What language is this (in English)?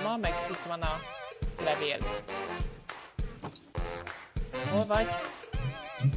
Hungarian